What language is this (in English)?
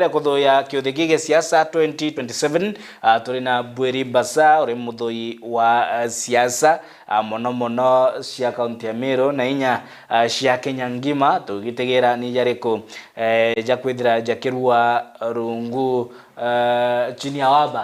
Meru